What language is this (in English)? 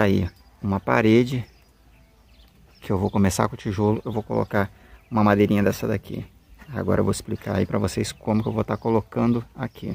Portuguese